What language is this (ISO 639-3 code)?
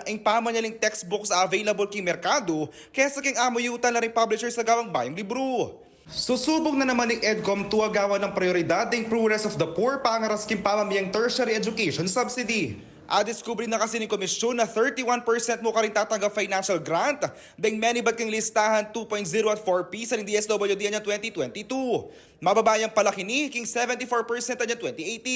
pam